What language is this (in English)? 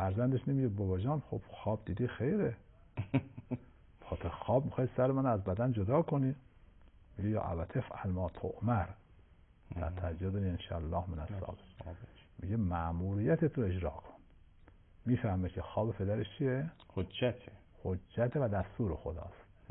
Persian